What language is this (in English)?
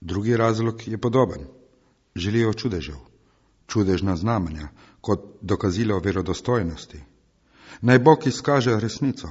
Slovenian